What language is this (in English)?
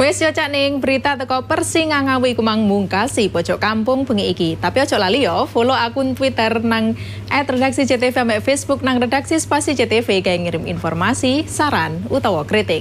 Javanese